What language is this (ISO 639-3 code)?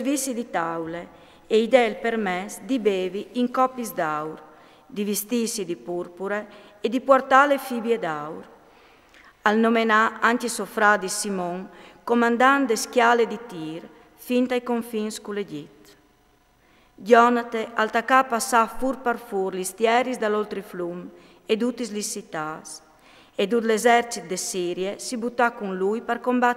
fur